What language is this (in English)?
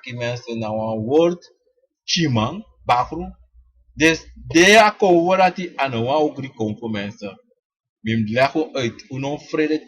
Sranan Tongo